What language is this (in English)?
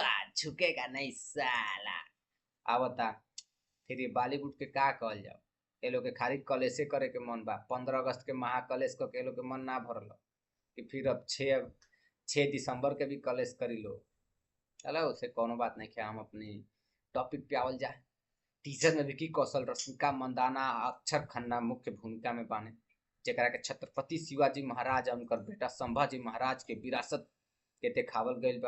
Bhojpuri